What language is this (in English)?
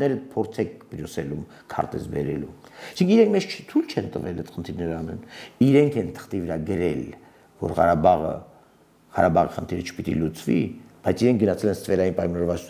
Armenian